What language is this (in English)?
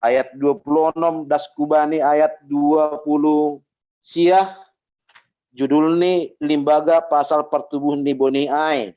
Batak Simalungun